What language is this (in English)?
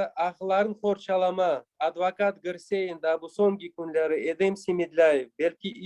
Crimean Tatar